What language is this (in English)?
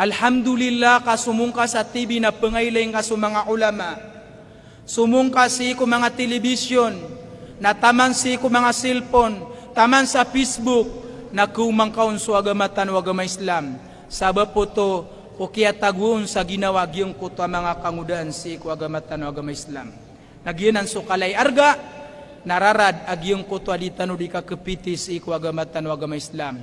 Maranao